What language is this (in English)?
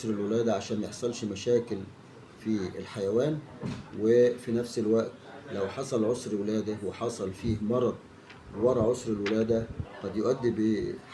Egyptian Arabic